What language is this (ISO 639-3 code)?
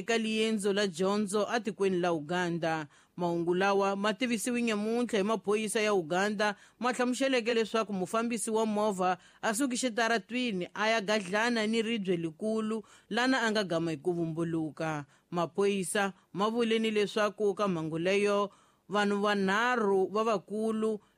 tso